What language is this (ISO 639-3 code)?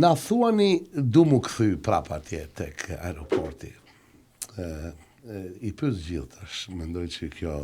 sqi